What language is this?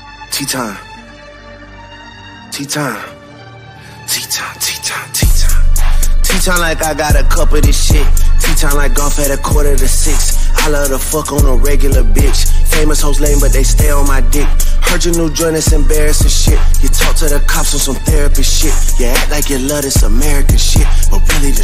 English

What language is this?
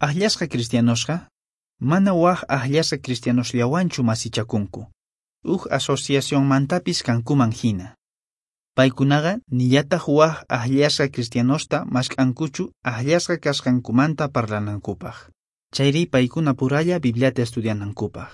Quechua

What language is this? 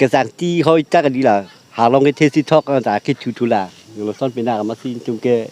Karbi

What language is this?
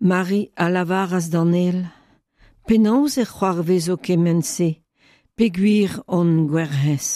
Breton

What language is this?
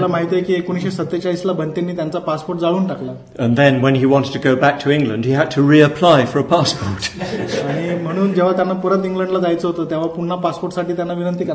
Marathi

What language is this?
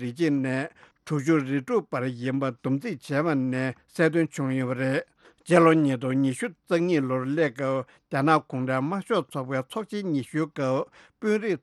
Tibetan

